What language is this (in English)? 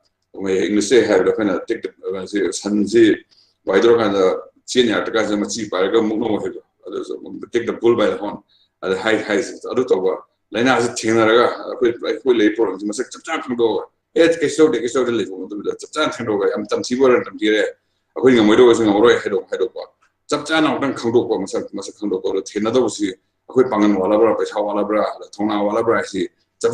Manipuri